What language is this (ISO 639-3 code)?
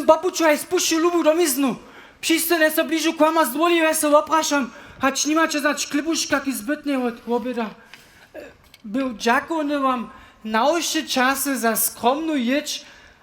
hsb